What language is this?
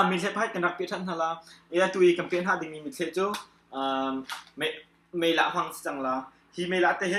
Hakha Chin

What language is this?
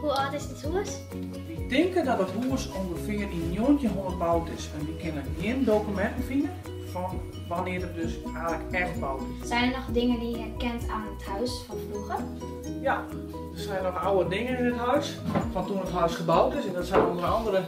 Western Frisian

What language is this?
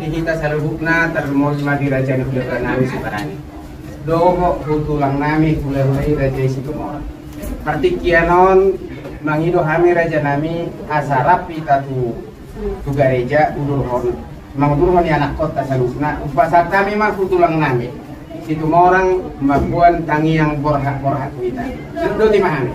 Batak Toba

